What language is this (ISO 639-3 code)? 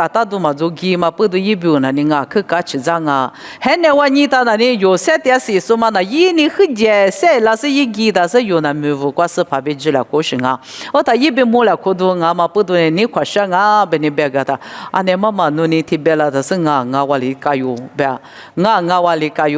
lis